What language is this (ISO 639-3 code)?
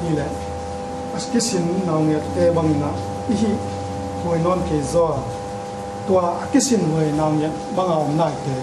ctd